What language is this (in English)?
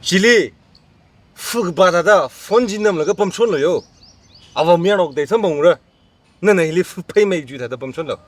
Tangkhul Naga (India)